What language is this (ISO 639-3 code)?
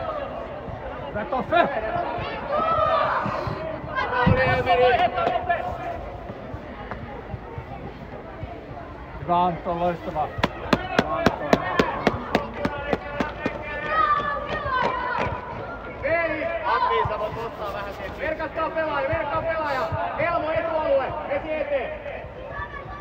fin